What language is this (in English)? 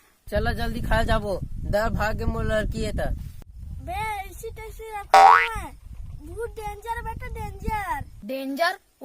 Chhattisgarhi